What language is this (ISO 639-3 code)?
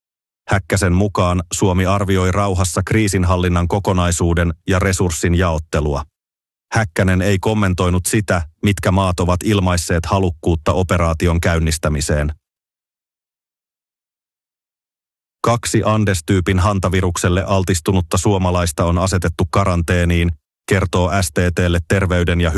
fin